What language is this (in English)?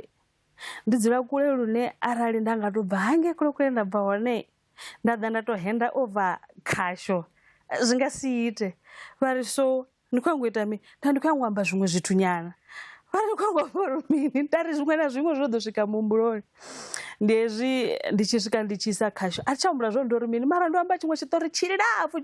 Venda